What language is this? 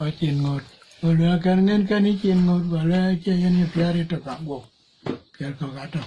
Dinka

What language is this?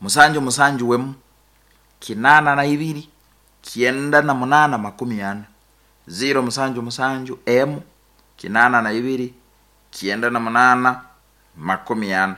Nyankole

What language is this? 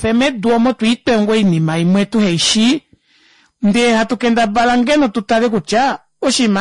Kuanyama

